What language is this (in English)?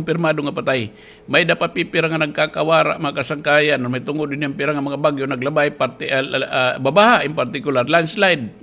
Waray